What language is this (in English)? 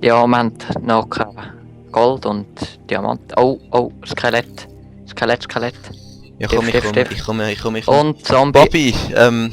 Swiss German